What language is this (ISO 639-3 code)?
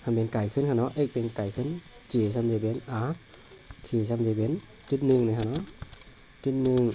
shn